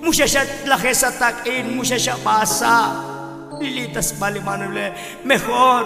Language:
Tzotzil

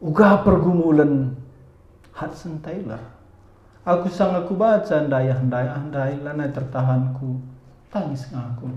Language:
Batak Karo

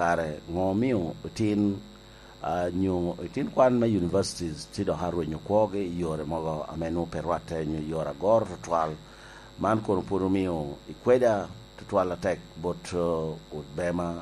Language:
Lango (Uganda)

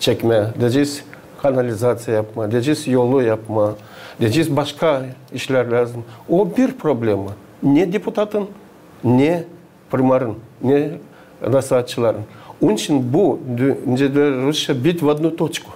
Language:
Gagauz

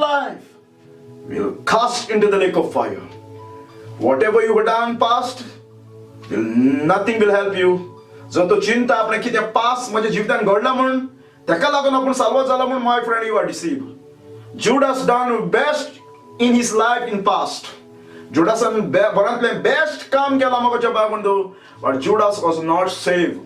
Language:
Konkani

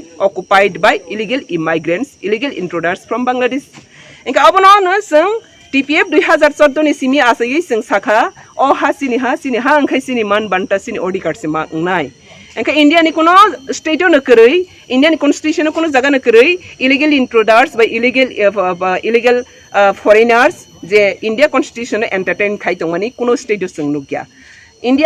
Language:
Kok Borok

